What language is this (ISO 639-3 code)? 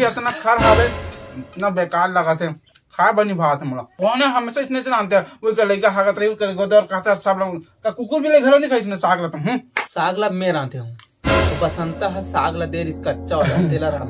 hne